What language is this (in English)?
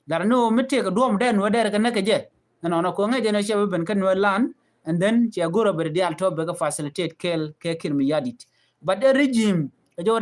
Nuer